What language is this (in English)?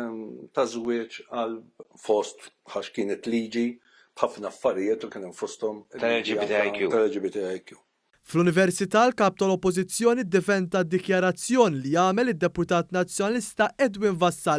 Maltese